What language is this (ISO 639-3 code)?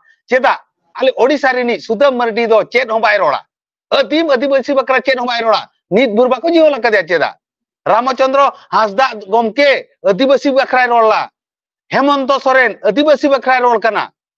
sat